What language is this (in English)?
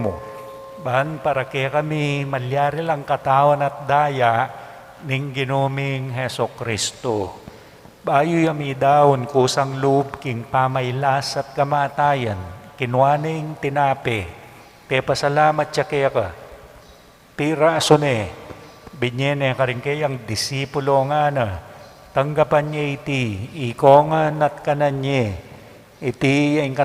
Pampanga